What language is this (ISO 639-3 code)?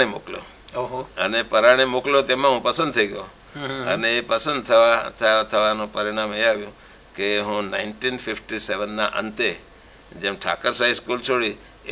guj